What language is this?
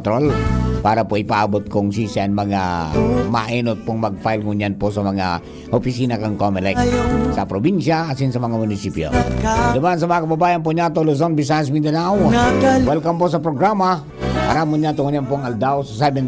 Bikol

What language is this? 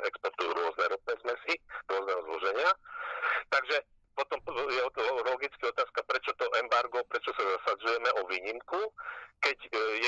Slovak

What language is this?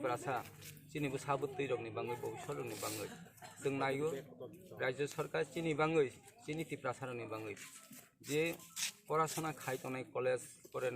Kok Borok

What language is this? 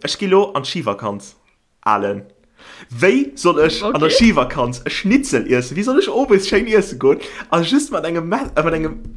Luxembourgish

